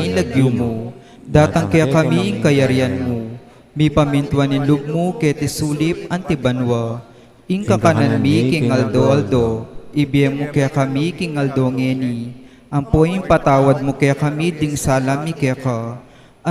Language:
Pampanga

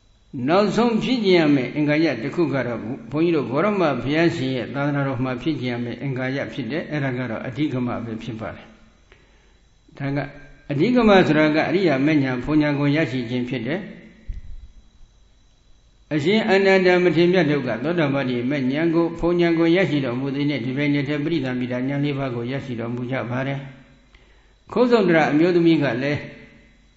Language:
Burmese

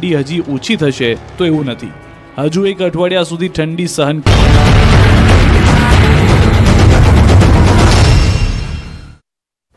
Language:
Gujarati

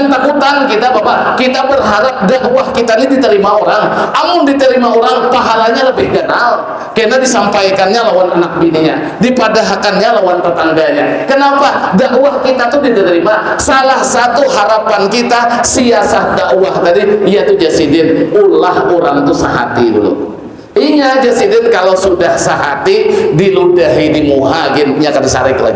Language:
Banjar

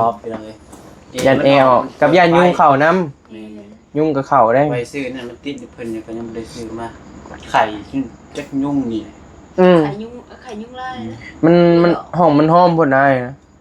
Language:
Northeastern Thai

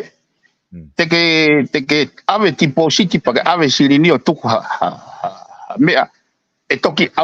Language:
Tongan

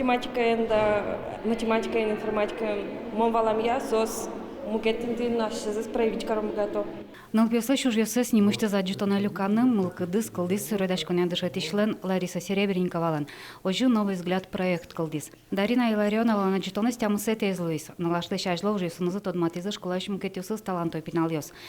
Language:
Udmurt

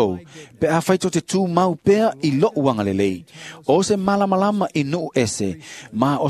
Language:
Samoan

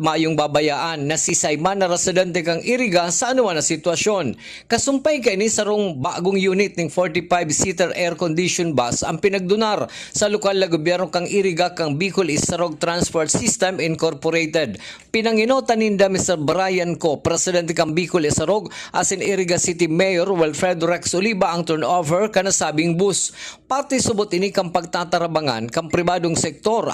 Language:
Bikol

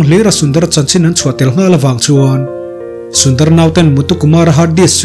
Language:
Mizo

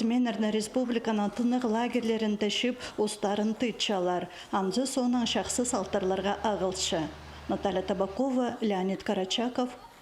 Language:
Khakas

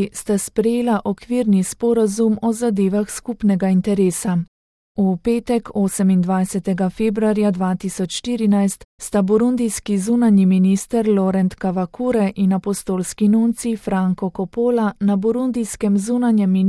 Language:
Slovenian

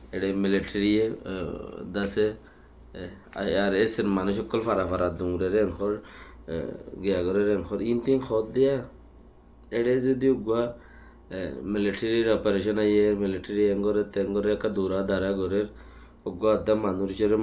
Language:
Rohingya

